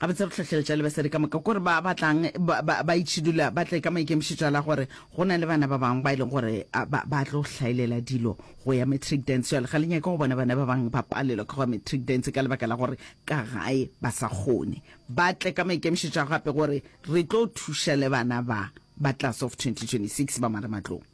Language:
Northern Sotho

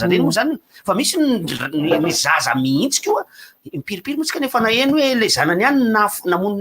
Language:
Malagasy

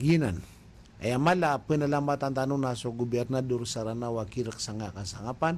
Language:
Maranao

